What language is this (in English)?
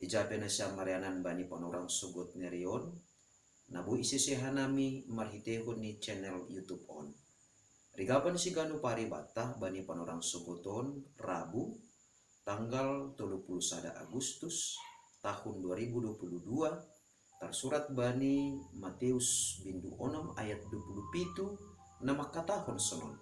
Batak Simalungun